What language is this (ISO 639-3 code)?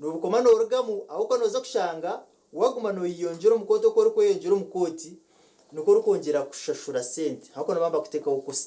nyn